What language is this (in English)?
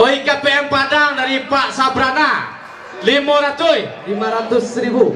Minangkabau